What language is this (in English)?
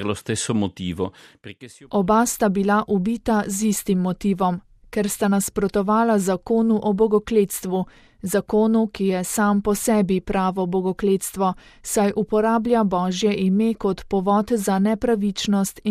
Slovenian